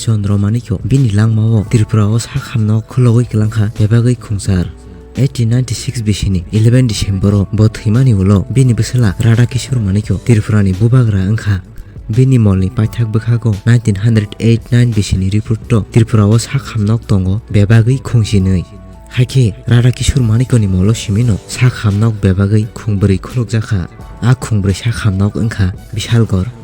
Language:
Kok Borok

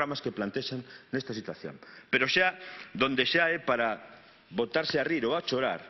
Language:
Galician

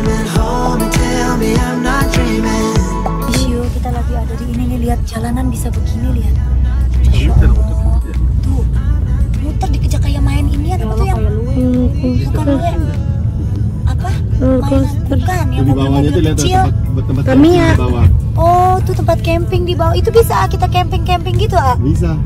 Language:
Indonesian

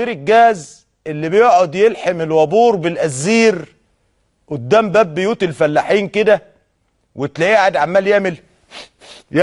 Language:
Egyptian Arabic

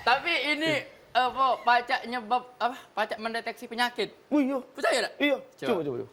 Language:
Musi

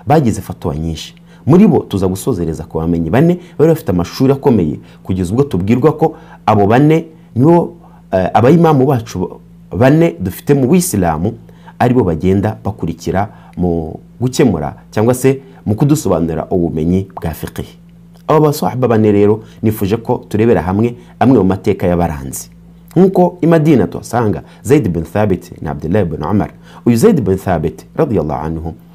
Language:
Kinyarwanda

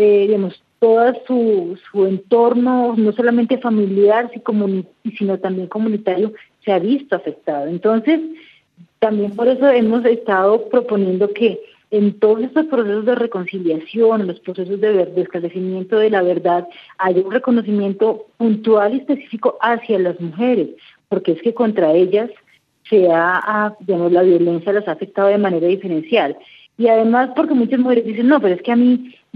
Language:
Spanish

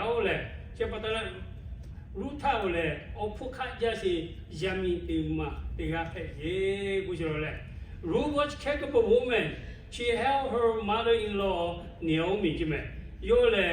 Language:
Lahu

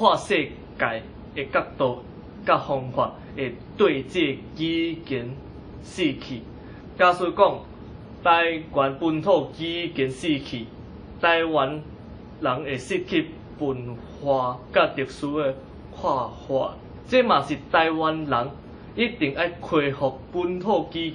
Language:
Min Nan Chinese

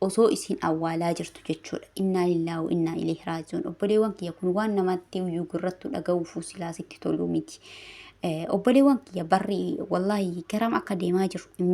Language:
Oromo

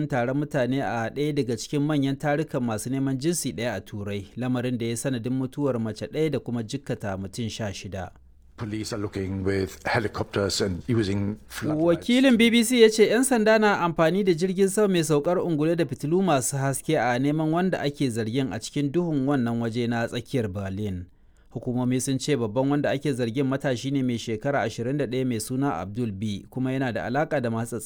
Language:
Hausa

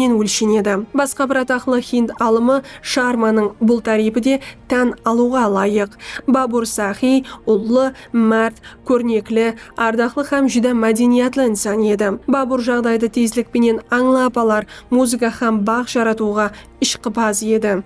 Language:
Kara-Kalpak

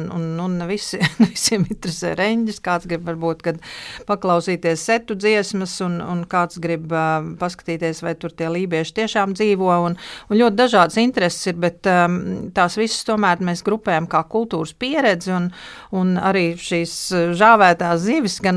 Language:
Latvian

